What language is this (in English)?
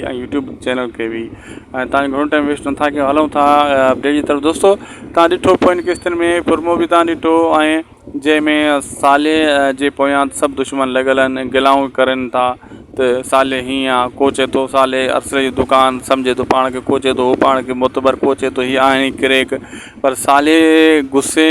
Sindhi